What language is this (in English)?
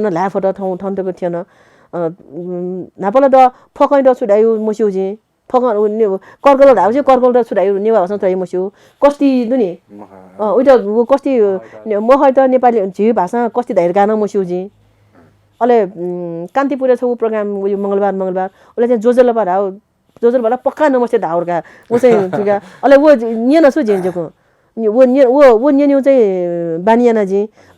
Newari